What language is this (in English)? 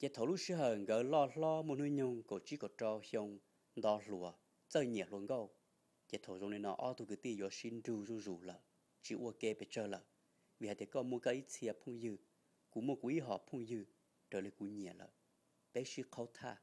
Hmong